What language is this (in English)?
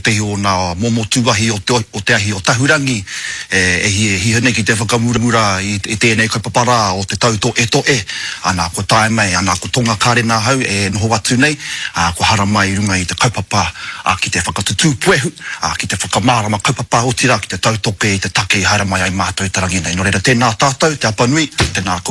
Māori